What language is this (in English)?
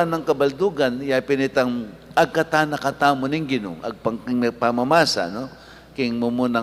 Pampanga